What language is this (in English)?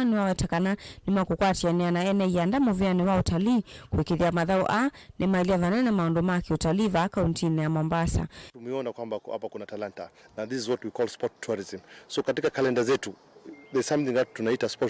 Kamba